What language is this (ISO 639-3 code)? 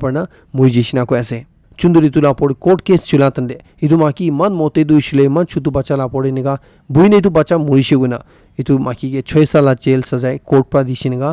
nag